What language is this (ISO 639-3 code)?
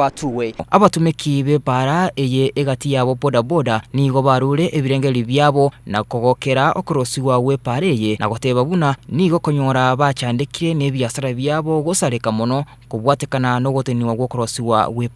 guz